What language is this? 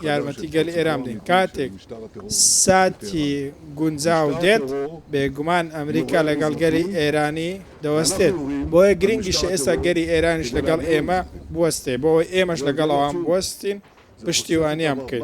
Central Kurdish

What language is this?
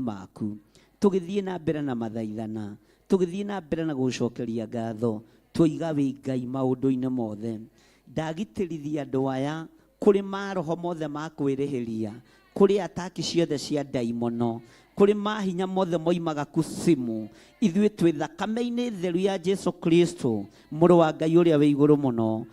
Kikuyu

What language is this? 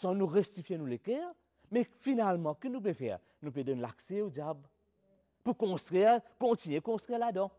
Morisyen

